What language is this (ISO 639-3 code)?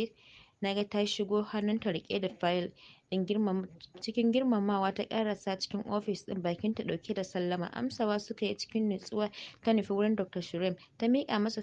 hau